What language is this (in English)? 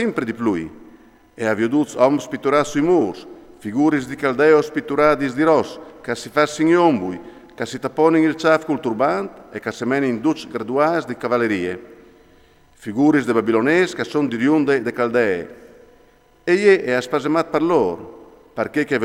Friulian